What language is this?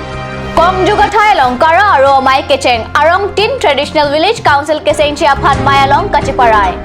Karbi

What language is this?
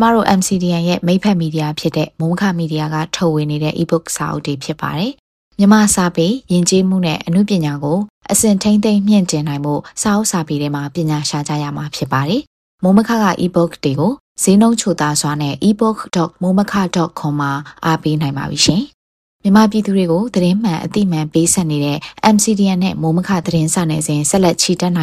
Burmese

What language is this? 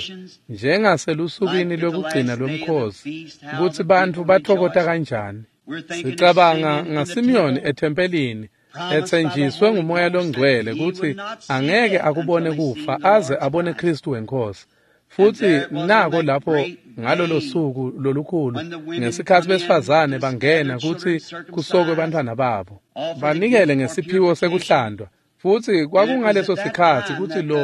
Swati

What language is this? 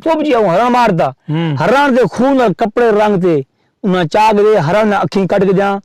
Saraiki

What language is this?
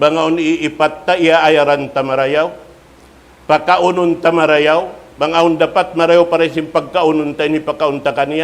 Tausug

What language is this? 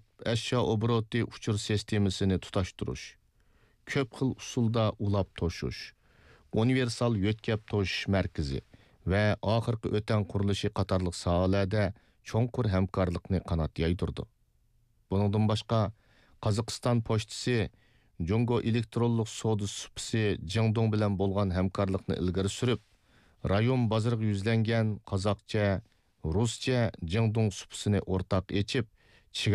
Uyghur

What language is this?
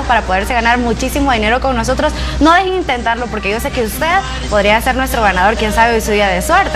Spanish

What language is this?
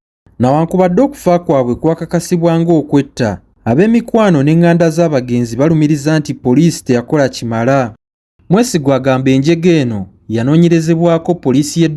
Ganda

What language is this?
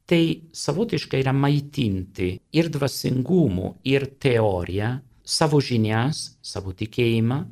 Lithuanian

